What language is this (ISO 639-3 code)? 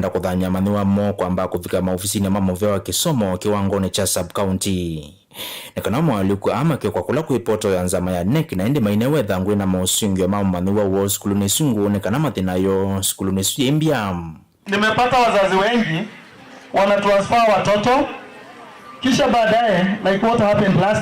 kam